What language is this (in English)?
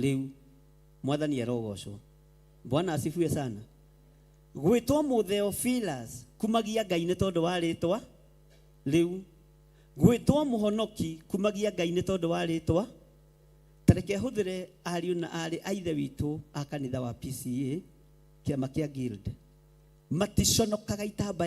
Kikuyu